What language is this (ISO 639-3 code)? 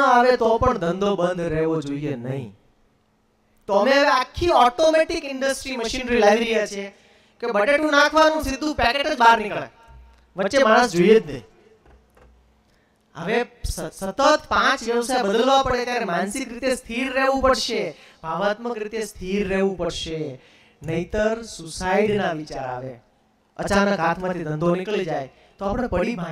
guj